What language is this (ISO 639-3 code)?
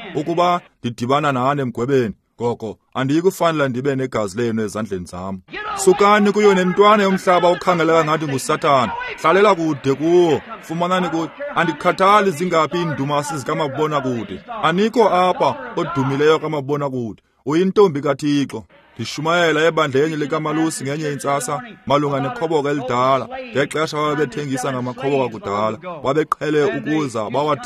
xho